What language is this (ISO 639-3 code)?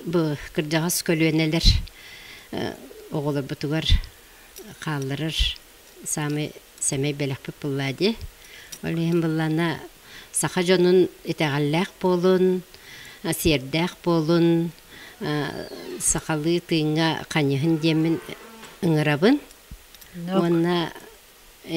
sah